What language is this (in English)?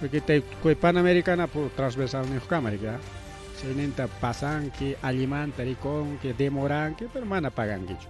Ayacucho Quechua